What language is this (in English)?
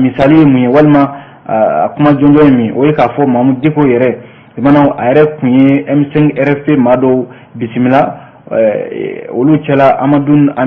Bambara